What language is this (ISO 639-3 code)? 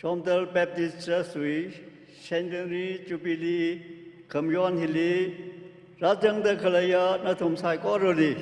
nmf